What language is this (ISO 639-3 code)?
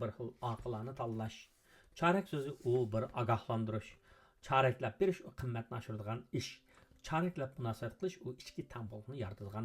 uig